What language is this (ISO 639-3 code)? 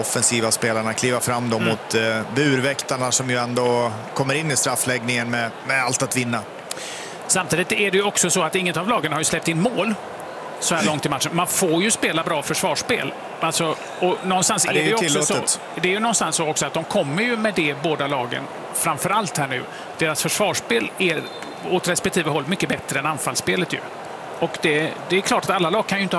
swe